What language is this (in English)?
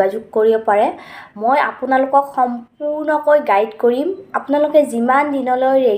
Assamese